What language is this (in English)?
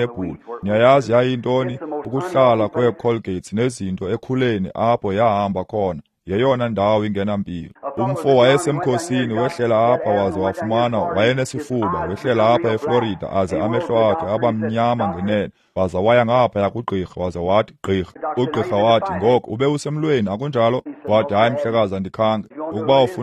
Xhosa